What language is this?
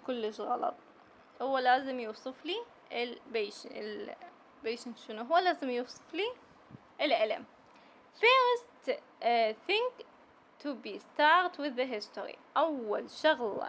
Mesopotamian Arabic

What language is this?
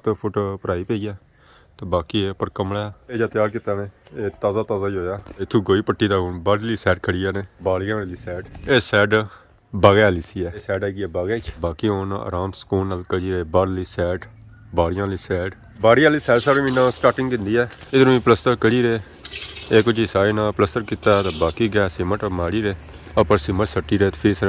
Pahari-Potwari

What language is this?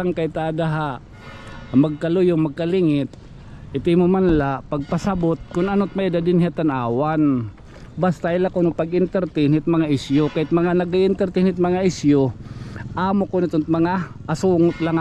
Waray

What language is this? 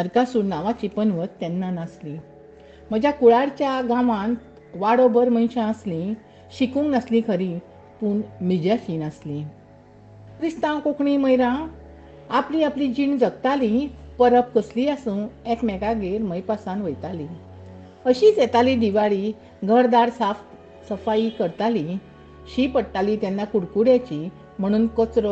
Konkani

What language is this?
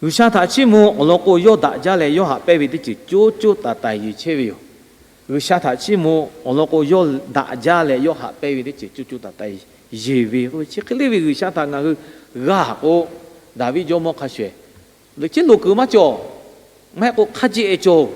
Lahu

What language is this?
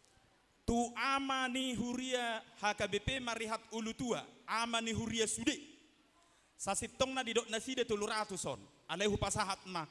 Batak Toba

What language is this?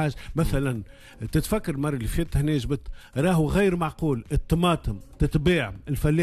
Tunisian Arabic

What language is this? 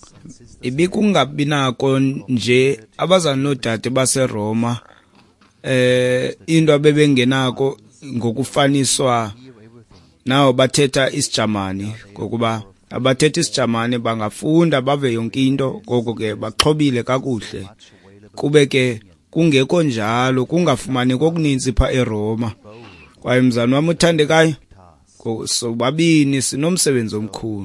Xhosa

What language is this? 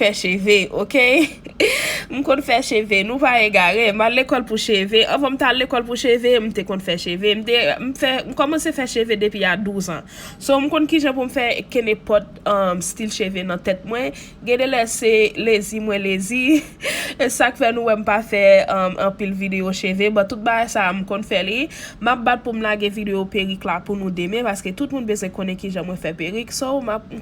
Haitian Creole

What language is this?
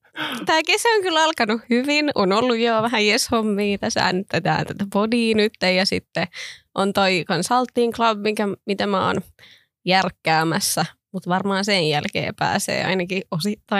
Finnish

